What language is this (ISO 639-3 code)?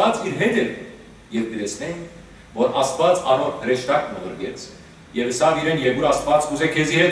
hyw